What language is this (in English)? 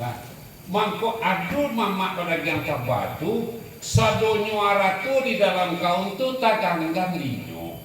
Minangkabau